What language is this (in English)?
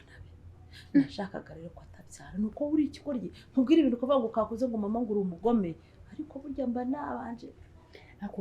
Kinyarwanda